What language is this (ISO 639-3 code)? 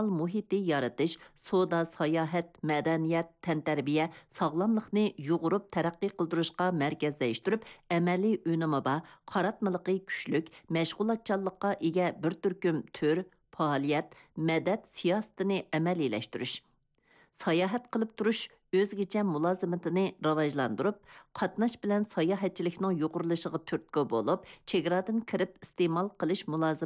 uig